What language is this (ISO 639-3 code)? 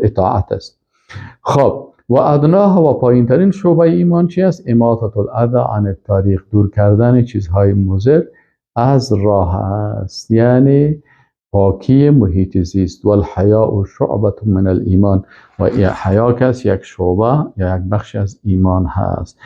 fas